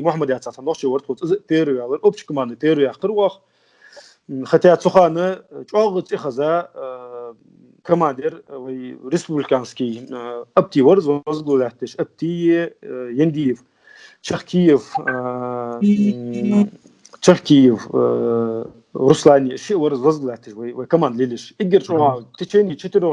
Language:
Ingush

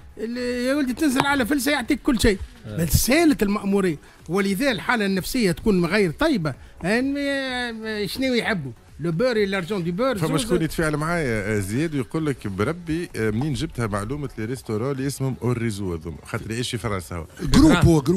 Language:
Tunisian Arabic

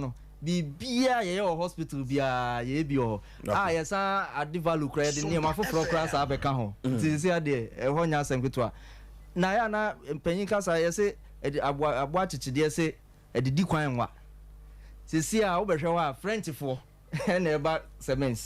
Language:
Akan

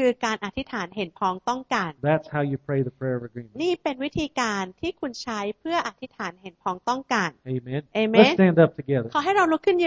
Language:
Thai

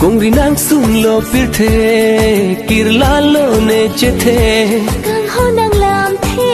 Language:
Karbi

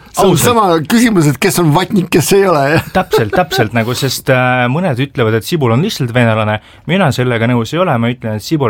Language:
Estonian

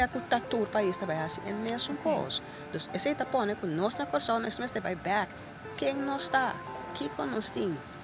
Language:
Papiamento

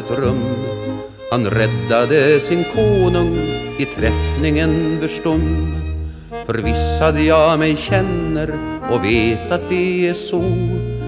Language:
Swedish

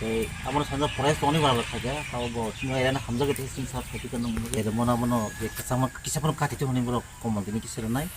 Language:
Riang (India)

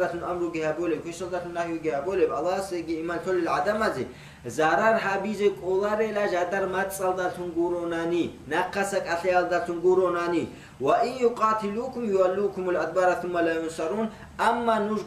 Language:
Avaric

